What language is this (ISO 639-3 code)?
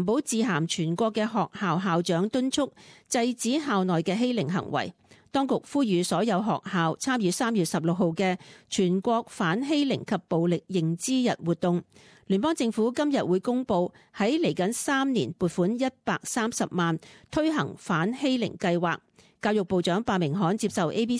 yue